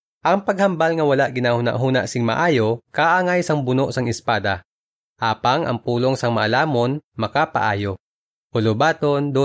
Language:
Hiligaynon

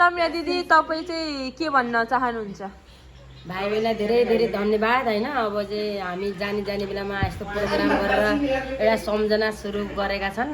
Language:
Nepali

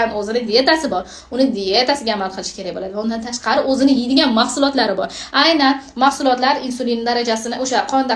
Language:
Uzbek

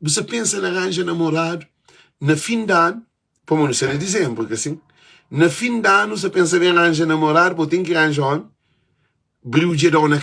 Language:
Kabuverdianu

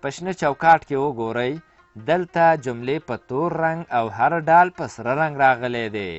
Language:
Pashto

